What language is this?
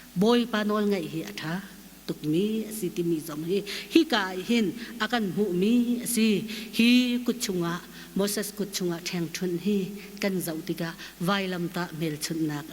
Hakha Chin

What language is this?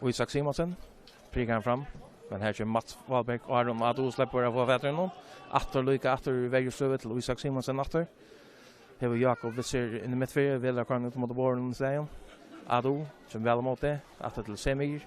Faroese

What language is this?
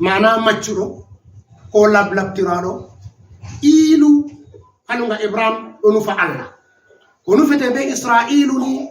Fula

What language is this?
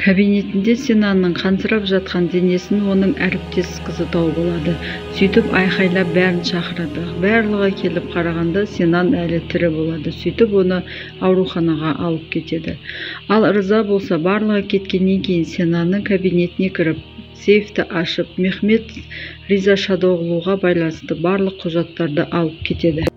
Kazakh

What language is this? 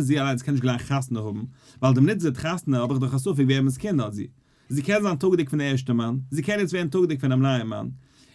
Yiddish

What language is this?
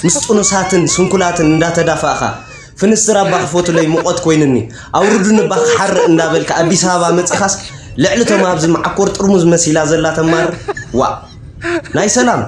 Tigrinya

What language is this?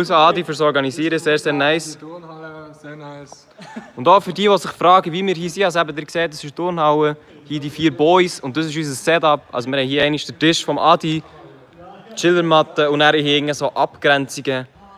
Swiss German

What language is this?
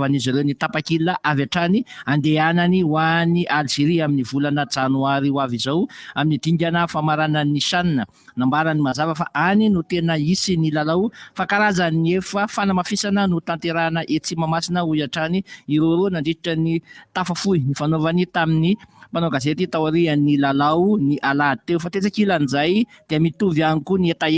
Malagasy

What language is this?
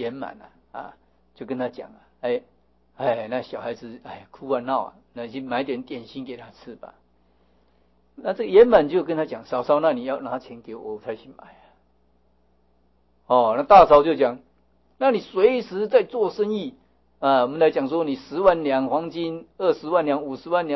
Chinese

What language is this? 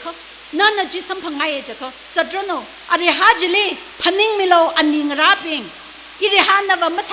Tangkhul Naga (India)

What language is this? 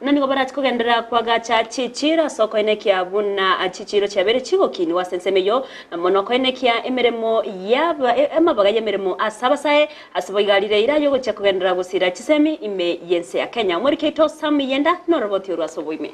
Gusii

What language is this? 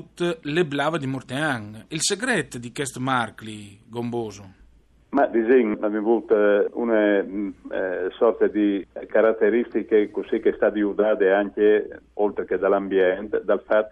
Friulian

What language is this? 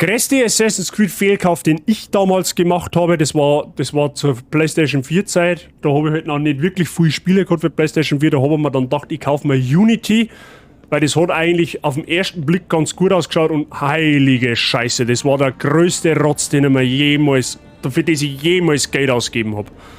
Bavarian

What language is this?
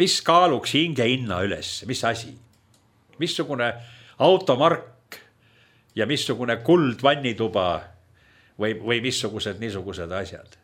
Estonian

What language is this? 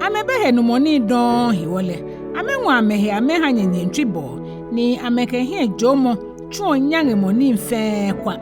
Ga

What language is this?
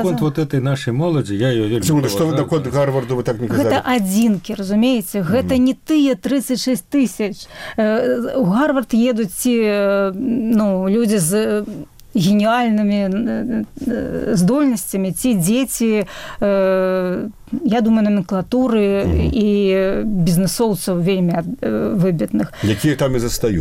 Belarusian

